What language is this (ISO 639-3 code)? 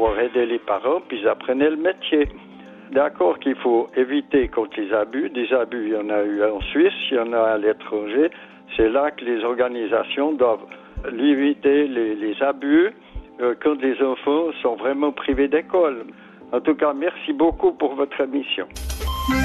fra